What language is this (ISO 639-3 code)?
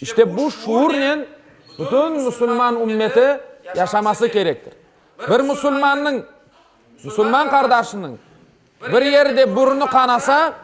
crh